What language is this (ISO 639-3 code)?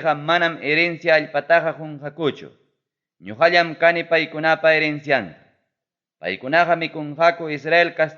quy